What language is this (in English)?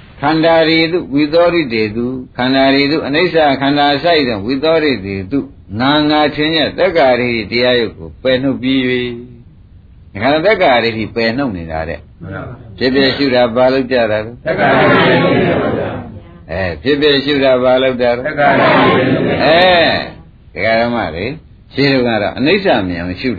Burmese